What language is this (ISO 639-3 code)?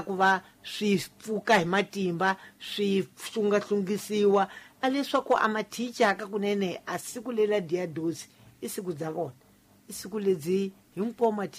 tso